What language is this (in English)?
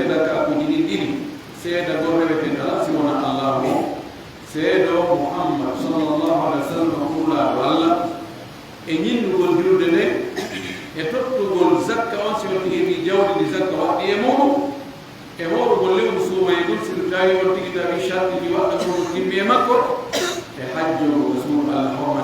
Pular